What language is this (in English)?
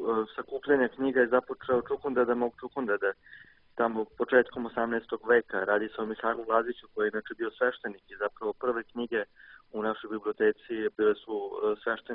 Serbian